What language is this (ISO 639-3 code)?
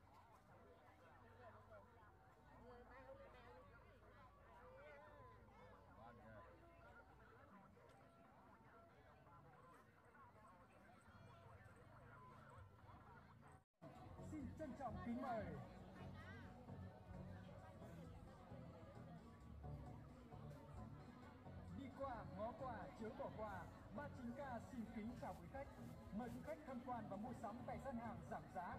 vie